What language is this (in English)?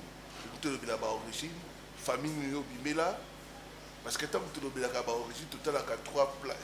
Lingala